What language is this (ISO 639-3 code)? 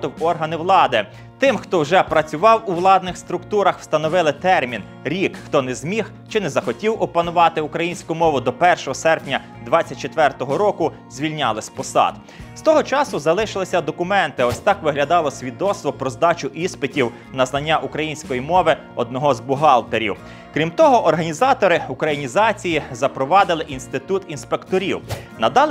ukr